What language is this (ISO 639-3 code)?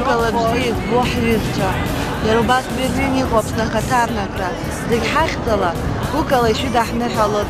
abk